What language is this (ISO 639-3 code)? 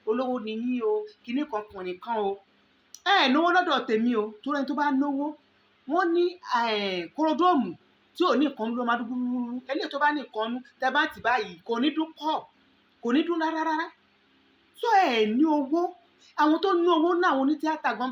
yor